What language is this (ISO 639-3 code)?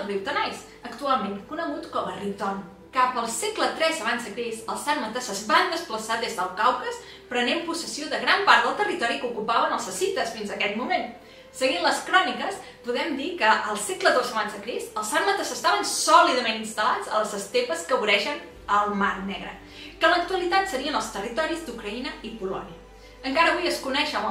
cat